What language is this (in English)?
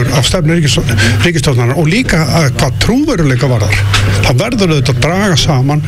Icelandic